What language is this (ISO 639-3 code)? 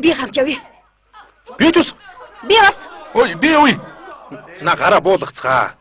mon